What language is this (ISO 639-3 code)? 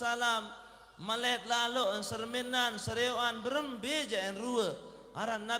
sas